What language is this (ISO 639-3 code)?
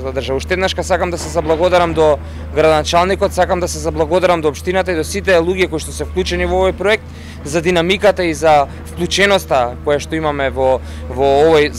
mkd